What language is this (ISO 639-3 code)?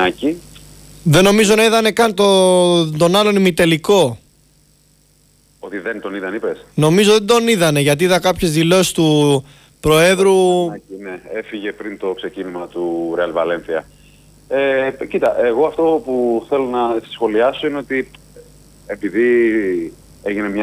ell